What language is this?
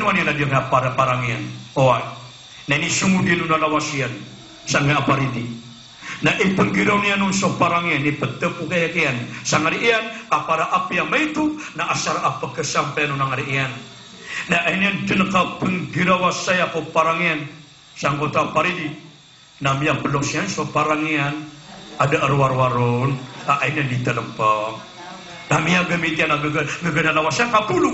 Maranao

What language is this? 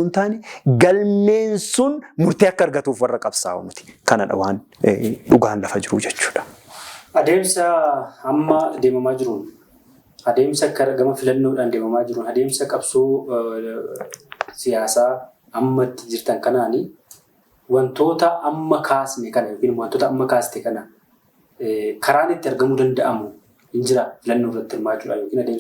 Oromo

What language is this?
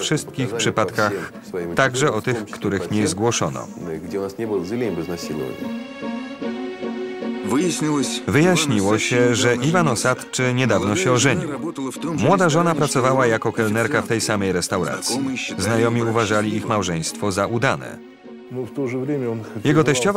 Polish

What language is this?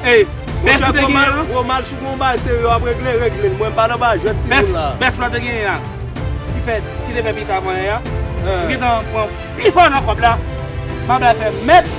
Haitian Creole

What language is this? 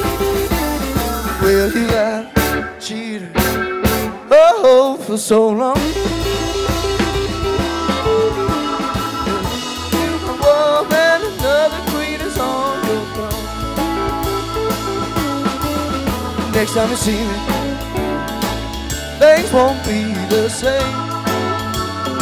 English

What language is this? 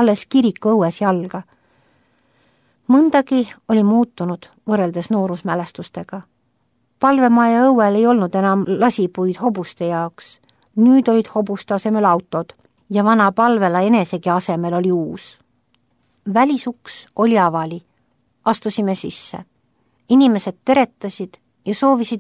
Estonian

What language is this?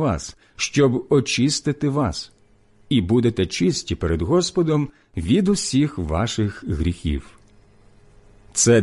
Ukrainian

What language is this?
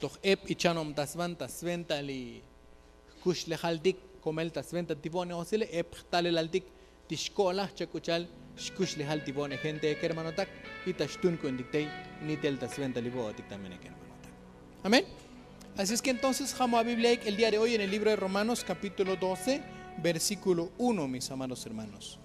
Tzotzil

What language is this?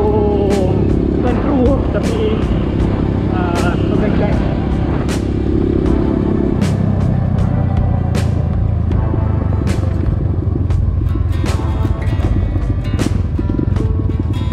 Malay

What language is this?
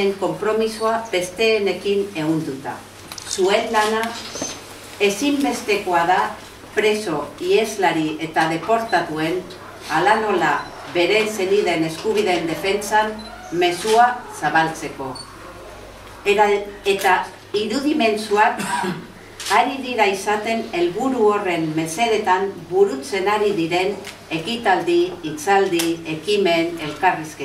Basque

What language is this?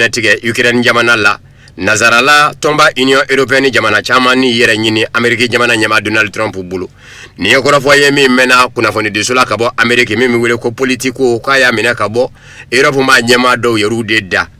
Bambara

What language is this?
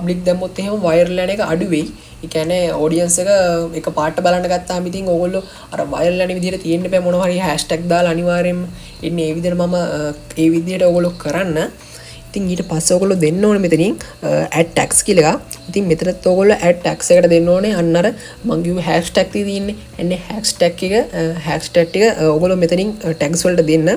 Sinhala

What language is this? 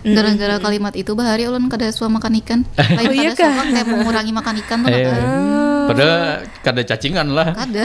Banjar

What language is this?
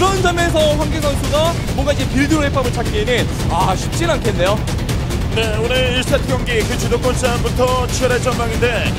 Korean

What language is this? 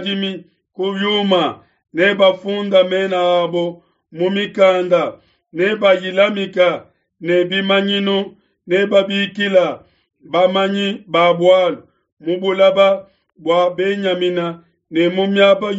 Luba-Lulua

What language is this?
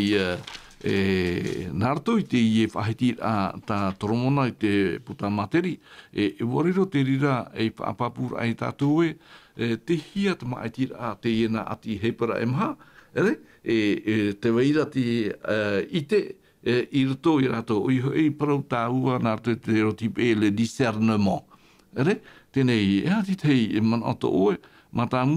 Tahitian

